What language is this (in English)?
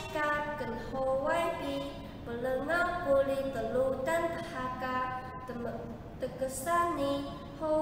Taroko